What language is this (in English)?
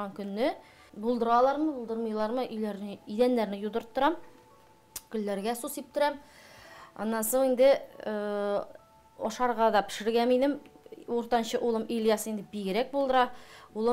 Tatar